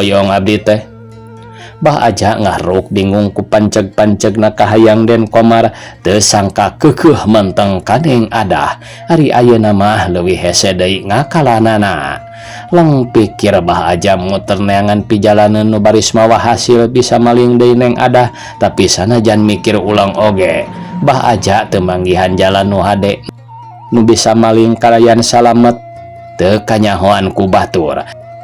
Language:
Sundanese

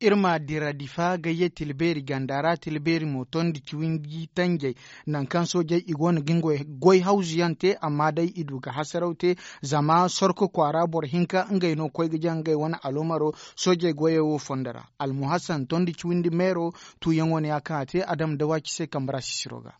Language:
Zarma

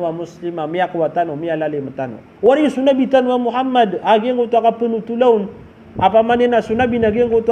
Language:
Maranao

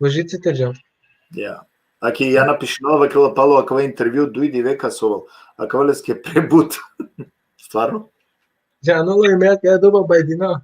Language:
Balkan Romani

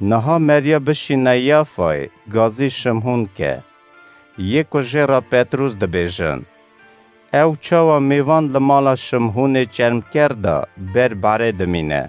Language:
Kurdish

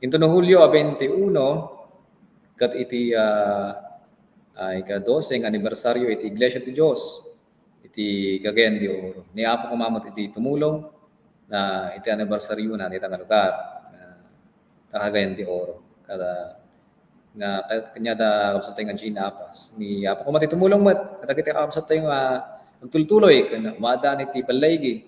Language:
Iloko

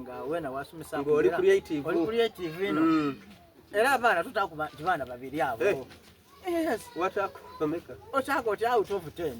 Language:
Soga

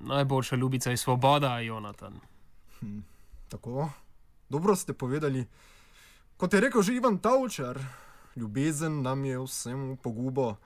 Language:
Slovenian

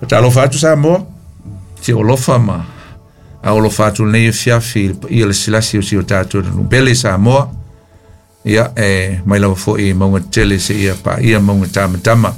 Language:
Samoan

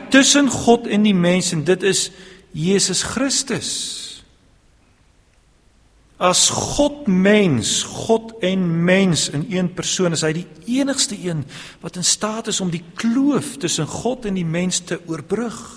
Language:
Afrikaans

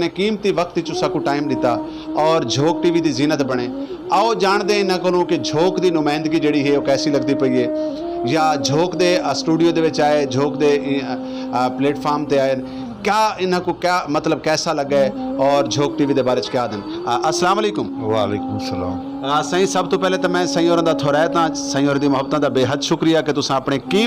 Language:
Saraiki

